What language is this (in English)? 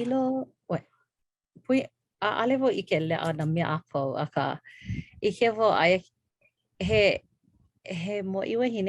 Hawaiian